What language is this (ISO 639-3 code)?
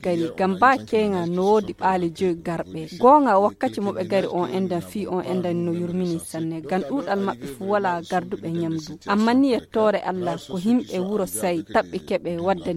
fuv